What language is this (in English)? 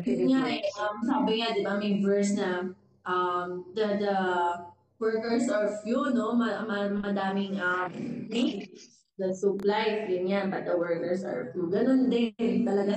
Filipino